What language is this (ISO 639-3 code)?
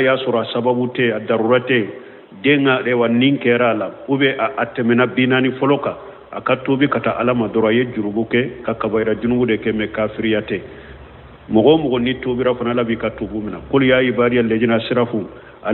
bam